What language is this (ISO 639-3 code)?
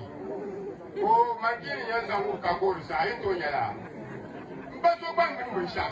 dag